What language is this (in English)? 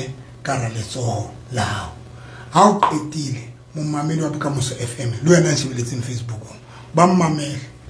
Southern Sotho